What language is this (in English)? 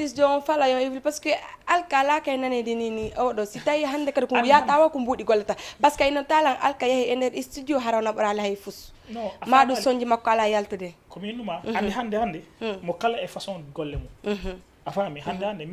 Fula